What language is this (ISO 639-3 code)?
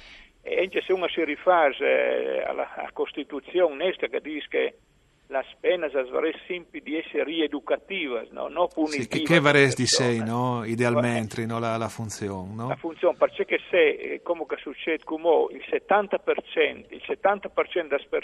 fur